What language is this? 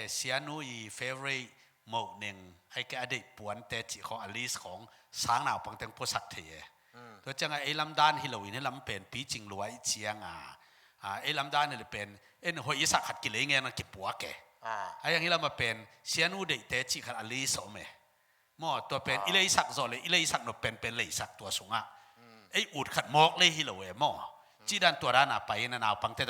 Tedim Chin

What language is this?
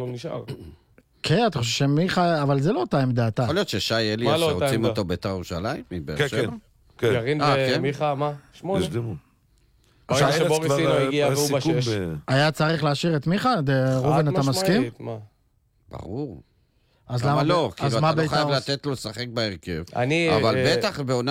Hebrew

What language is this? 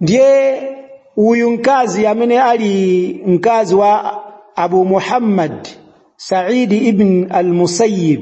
Nyanja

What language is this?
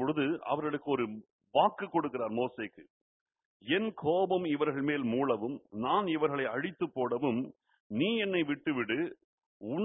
Tamil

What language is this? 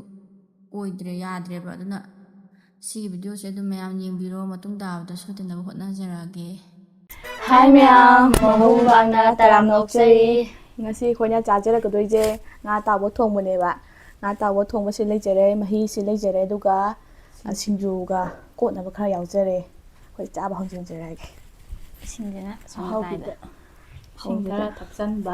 Manipuri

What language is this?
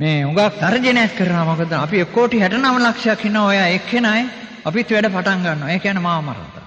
Sinhala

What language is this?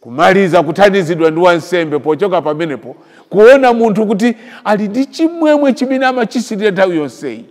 Nyanja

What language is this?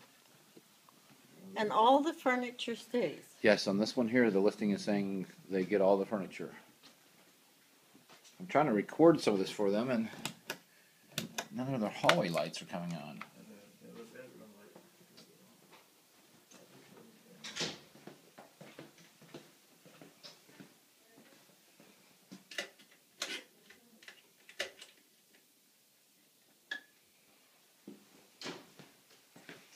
English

